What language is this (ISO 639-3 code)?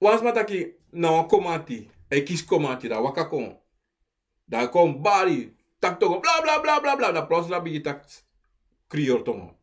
srn